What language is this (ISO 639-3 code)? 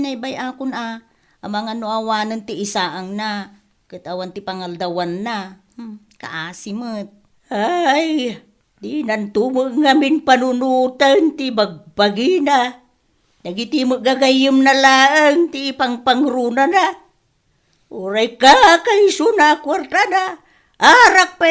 ilo